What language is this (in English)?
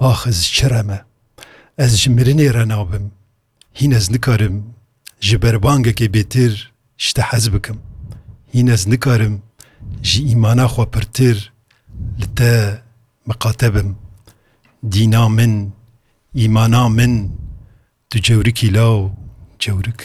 Kurdish